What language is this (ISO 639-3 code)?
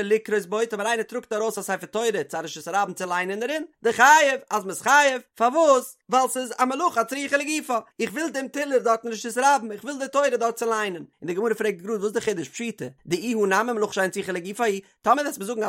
yid